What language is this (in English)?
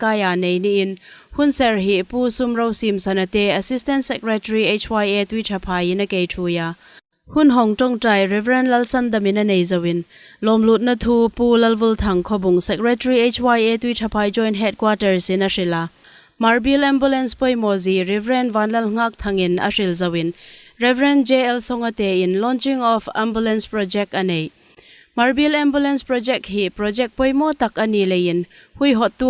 Hmar